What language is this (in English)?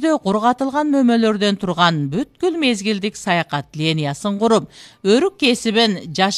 Kyrgyz